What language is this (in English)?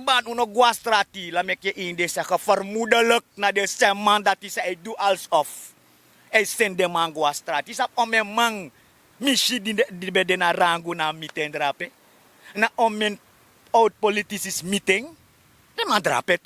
Sranan Tongo